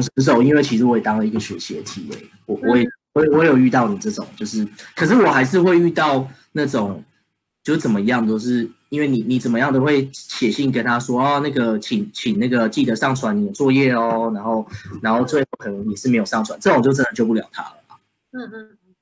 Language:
Chinese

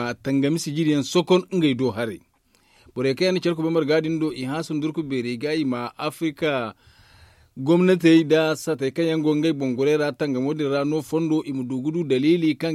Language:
Zarma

